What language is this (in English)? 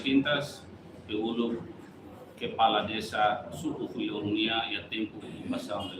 Tetum